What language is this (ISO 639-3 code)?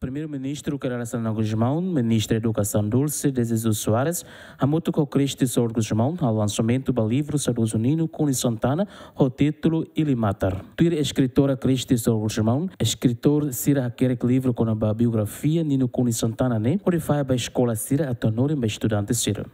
tet